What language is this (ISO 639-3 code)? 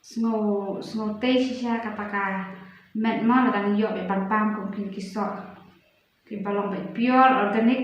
kha